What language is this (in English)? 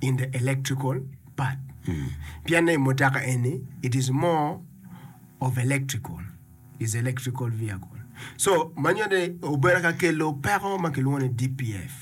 Acoli